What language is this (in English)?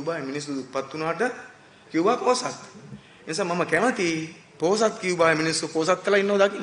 Sinhala